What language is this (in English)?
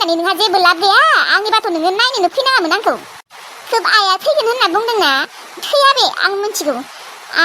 Bodo